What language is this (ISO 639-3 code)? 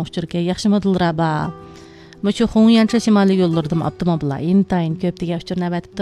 uig